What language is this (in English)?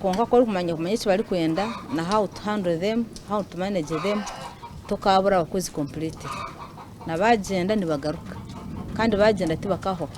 Nyankole